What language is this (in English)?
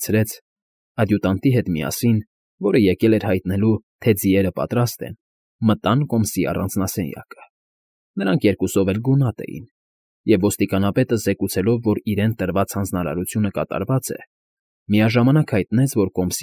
Armenian